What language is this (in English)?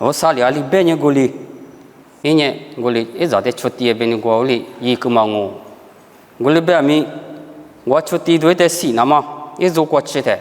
Lisu